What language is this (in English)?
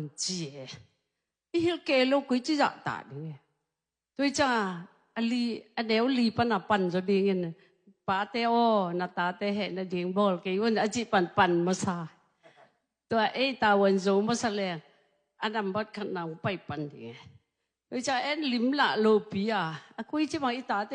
Tedim Chin